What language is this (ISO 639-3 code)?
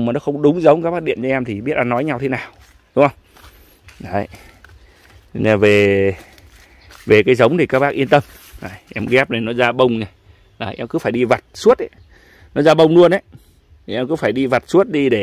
vie